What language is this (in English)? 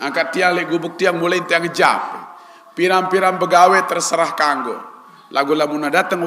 Sasak